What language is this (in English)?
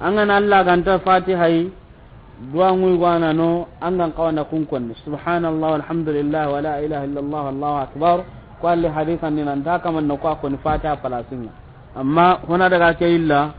Soninke